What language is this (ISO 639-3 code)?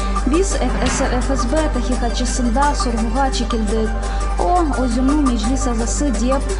crh